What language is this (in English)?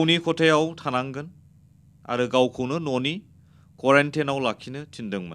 Bodo